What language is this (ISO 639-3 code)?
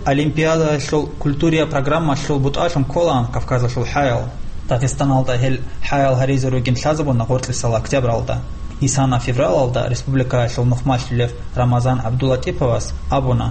ava